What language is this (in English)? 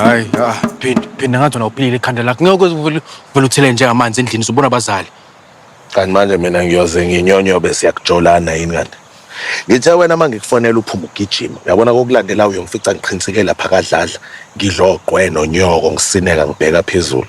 Zulu